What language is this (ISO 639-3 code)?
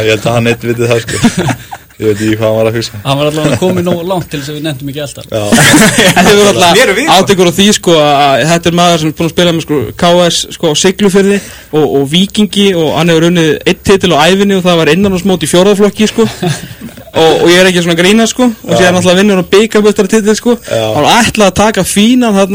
isl